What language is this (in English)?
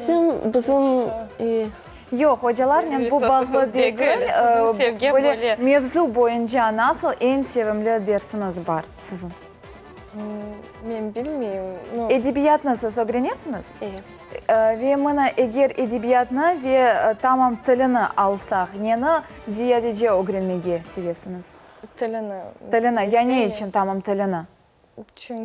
Crimean Tatar